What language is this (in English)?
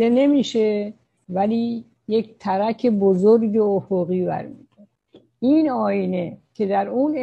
Persian